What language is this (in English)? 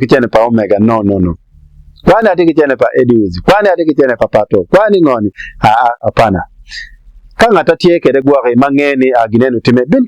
Acoli